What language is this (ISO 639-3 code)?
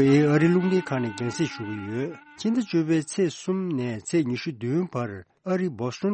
bod